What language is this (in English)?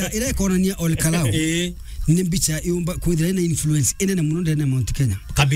Meru